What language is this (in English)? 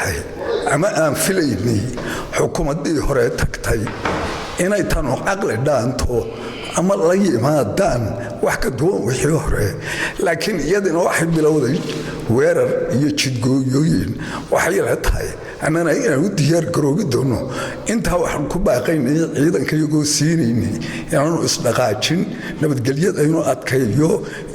Somali